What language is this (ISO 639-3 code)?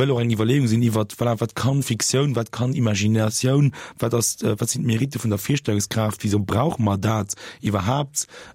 ltz